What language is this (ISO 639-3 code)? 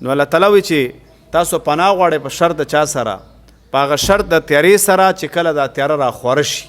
pus